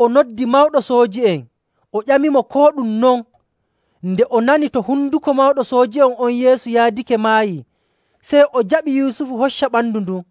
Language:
Nigerian Fulfulde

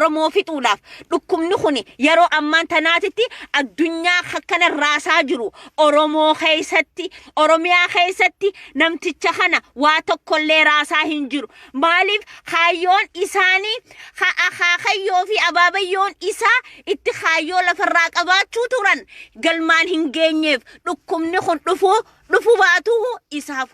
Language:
Oromo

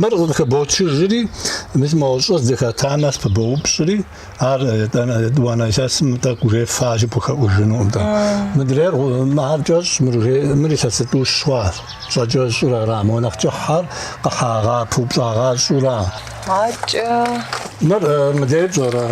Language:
Kabardian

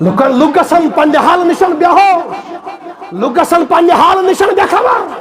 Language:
Kashmiri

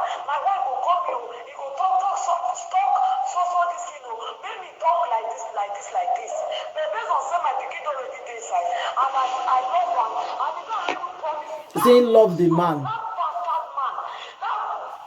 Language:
Nigerian Pidgin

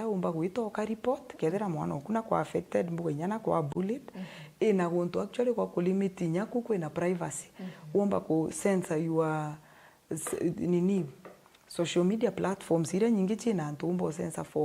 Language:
Meru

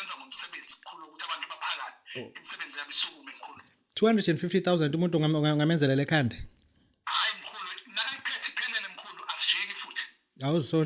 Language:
Zulu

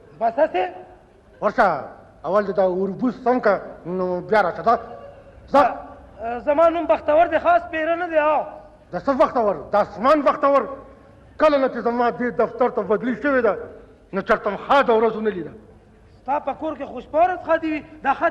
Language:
Pashto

